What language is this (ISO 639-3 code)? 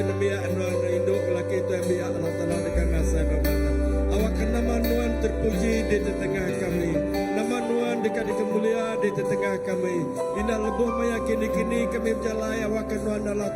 iba